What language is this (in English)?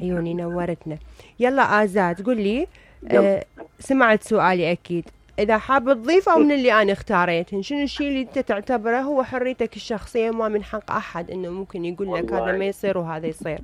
Mesopotamian Arabic